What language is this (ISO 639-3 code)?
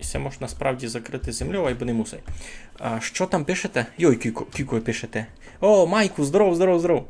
rue